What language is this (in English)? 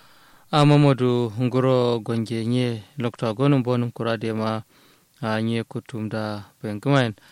Kanuri